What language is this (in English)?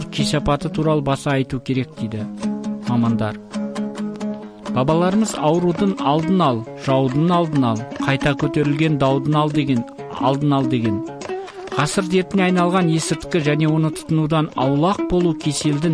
Kazakh